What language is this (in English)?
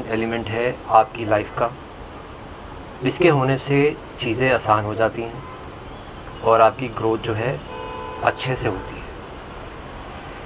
Hindi